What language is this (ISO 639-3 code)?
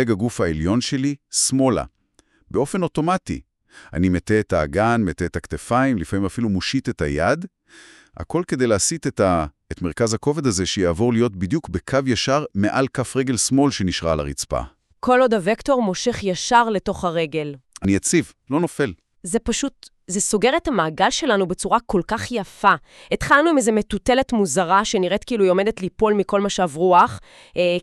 heb